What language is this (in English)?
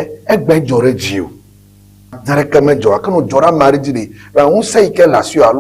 Ewe